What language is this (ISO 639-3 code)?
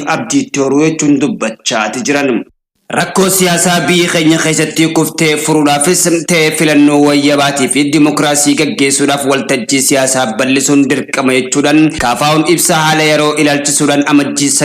orm